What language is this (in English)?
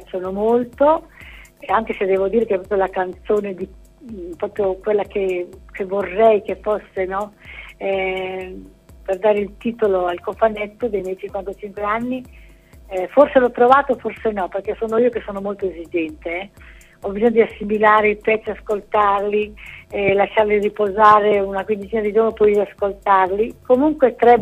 Italian